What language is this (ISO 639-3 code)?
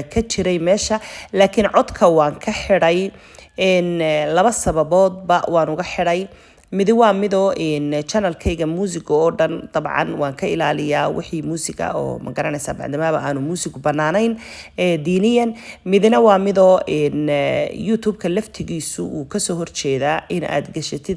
som